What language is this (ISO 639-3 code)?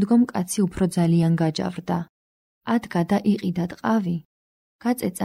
kat